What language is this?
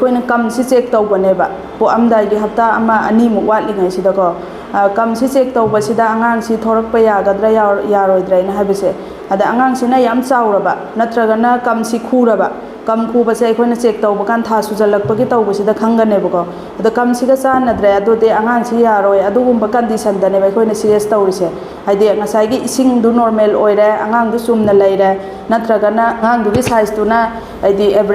Manipuri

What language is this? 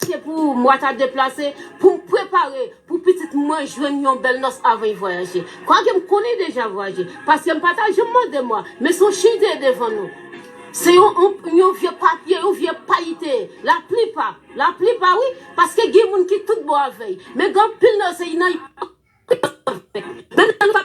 Haitian Creole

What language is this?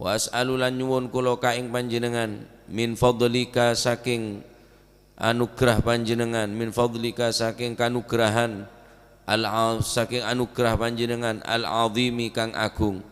Madurese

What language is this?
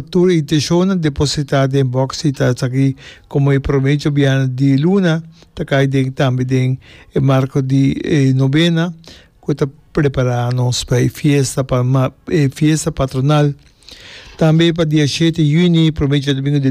Papiamento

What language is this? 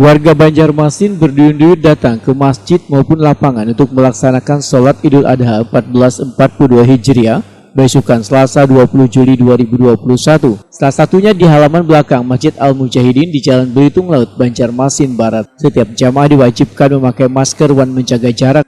Banjar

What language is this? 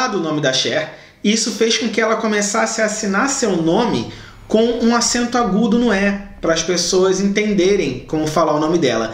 Portuguese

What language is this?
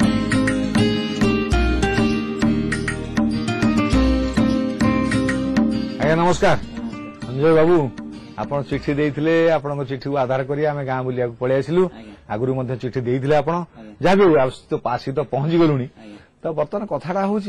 Odia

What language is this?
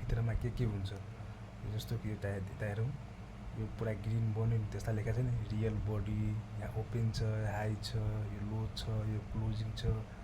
Nepali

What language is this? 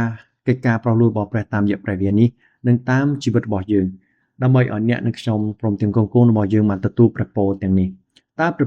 Khmer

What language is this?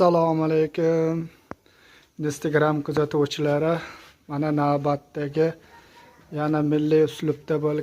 Uzbek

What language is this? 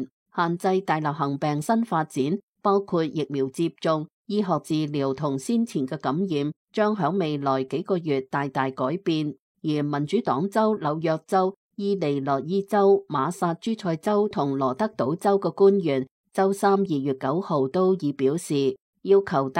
Cantonese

